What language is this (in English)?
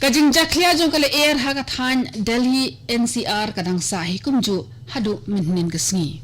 Khasi